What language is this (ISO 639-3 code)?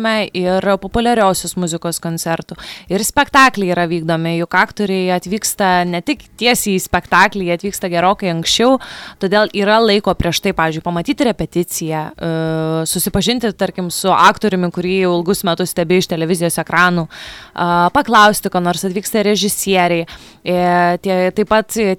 lit